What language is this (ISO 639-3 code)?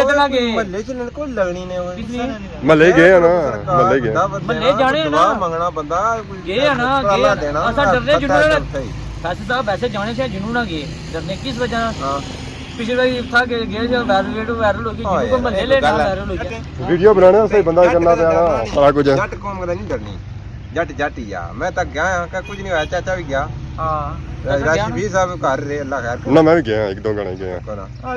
phr